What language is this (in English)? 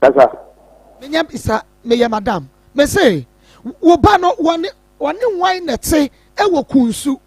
Akan